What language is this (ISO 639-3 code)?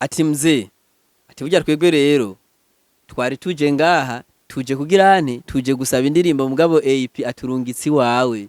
run